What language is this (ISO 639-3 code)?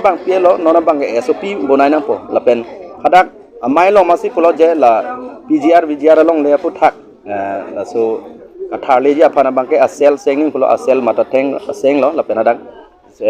mjw